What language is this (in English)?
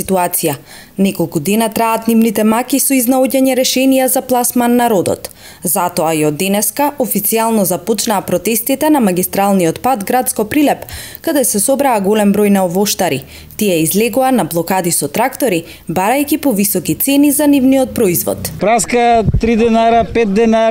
Macedonian